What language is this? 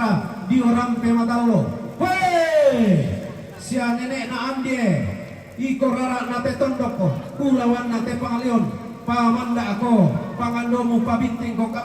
Toraja-Sa'dan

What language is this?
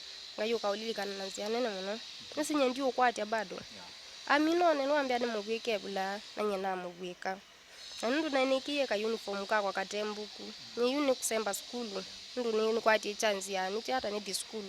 Kamba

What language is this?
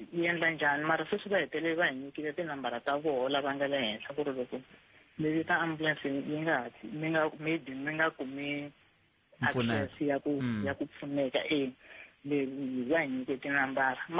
Tsonga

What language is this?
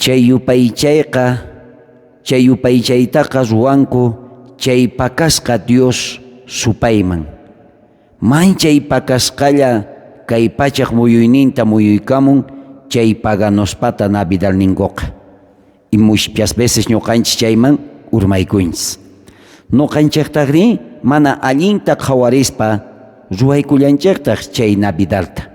South Bolivian Quechua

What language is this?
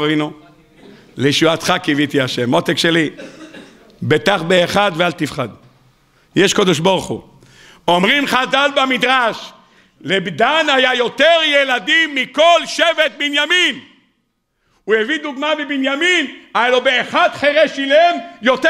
Hebrew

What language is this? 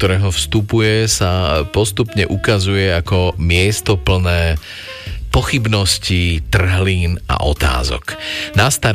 Slovak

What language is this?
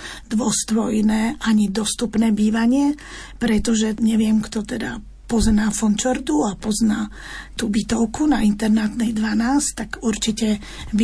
Slovak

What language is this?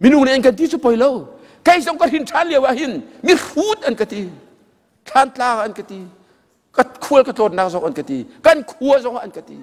Hakha Chin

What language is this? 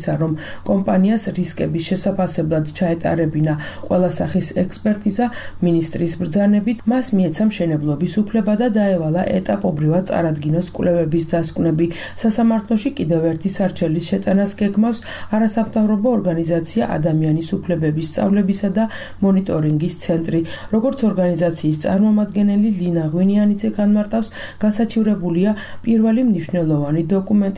Georgian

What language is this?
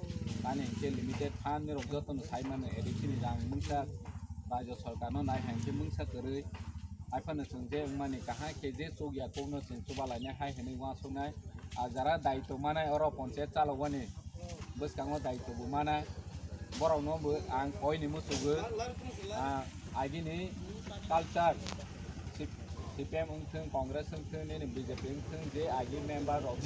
Kok Borok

